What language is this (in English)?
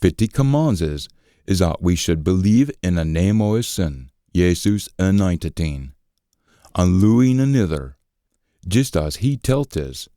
Scots